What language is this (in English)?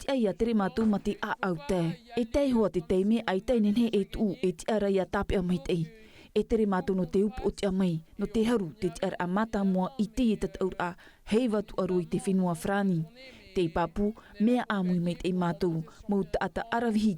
Tahitian